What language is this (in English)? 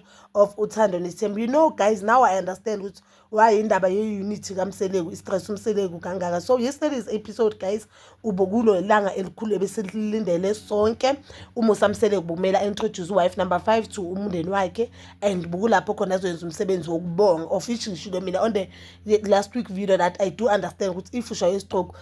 Zulu